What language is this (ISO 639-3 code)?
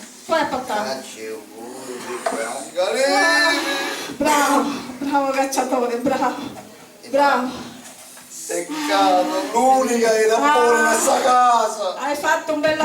scn